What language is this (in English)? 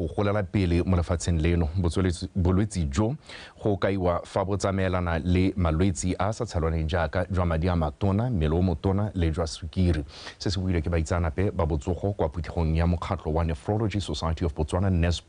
Tswana